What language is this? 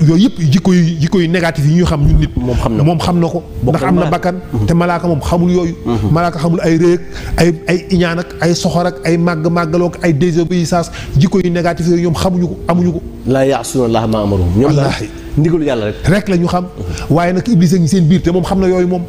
Wolof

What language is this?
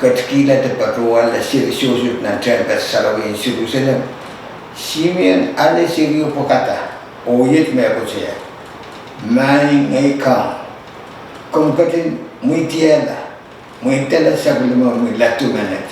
Pohnpeian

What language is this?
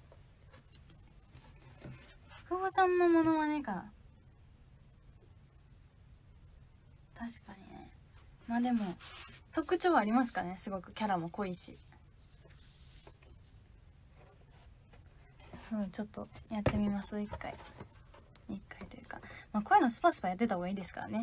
Japanese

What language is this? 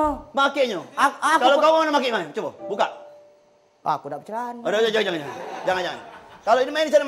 Musi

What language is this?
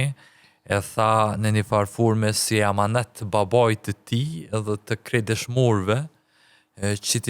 Albanian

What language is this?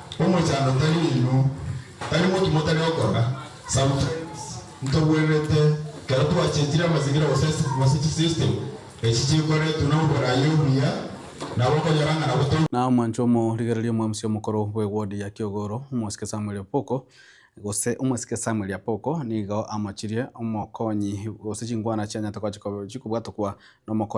Gusii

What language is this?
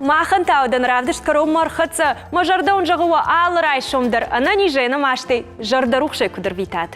Ossetic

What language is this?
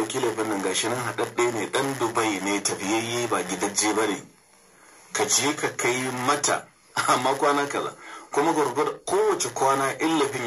Hausa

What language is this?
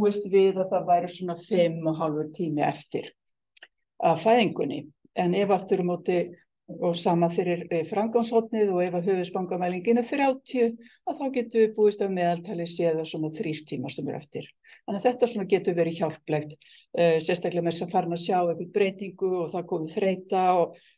Icelandic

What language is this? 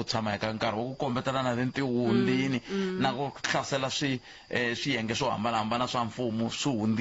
Tsonga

